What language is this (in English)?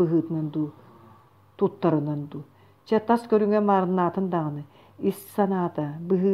Yakut